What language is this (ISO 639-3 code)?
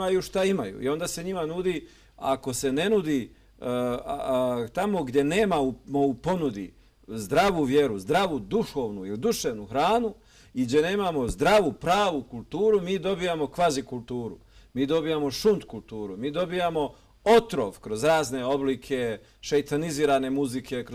bos